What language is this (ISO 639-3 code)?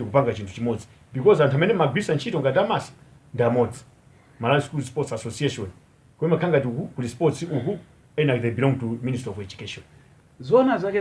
nya